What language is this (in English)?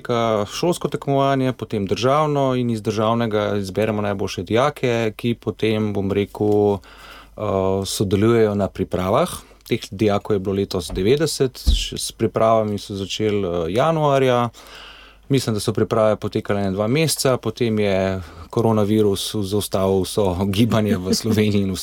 Slovenian